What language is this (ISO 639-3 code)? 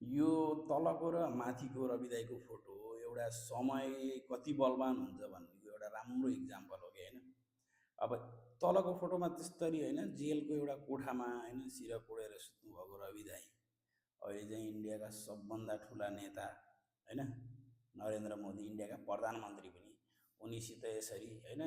nep